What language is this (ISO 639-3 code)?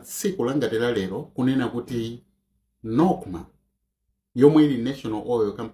nya